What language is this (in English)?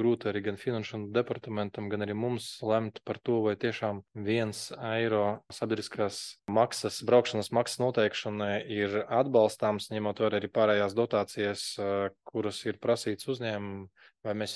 Latvian